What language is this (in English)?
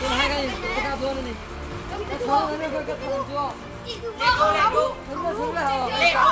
Mizo